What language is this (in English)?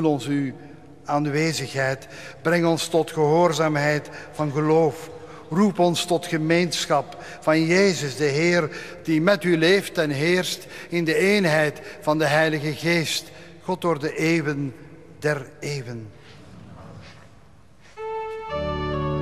Dutch